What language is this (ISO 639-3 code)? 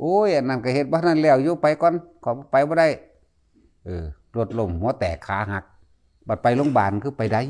tts